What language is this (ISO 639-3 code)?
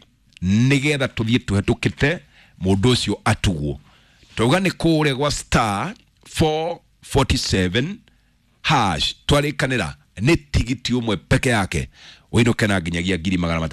kik